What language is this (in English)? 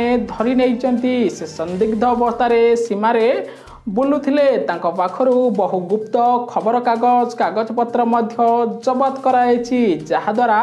Odia